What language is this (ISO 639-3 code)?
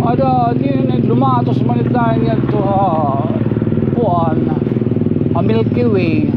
war